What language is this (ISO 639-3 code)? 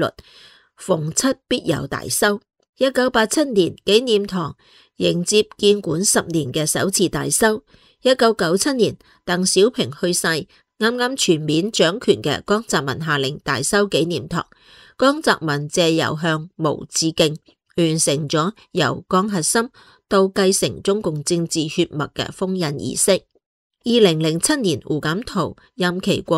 yue